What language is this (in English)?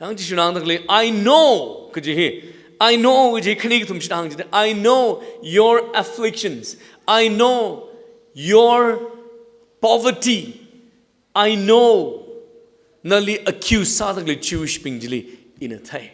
Tangkhul Naga (India)